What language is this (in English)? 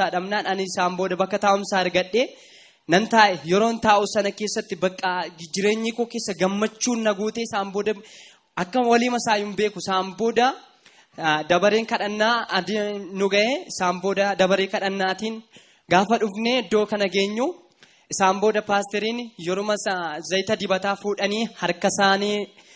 Oromo